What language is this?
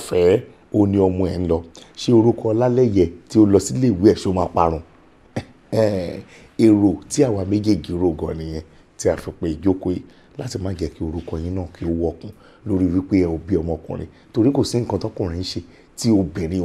Yoruba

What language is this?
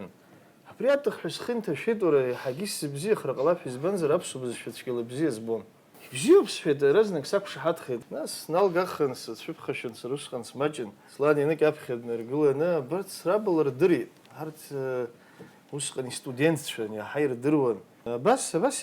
Abkhazian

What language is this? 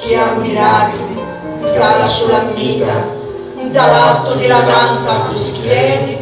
Sicilian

